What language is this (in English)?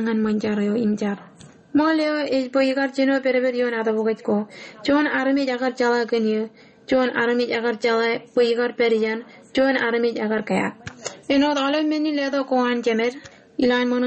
Marshallese